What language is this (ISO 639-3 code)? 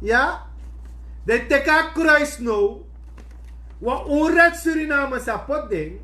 srn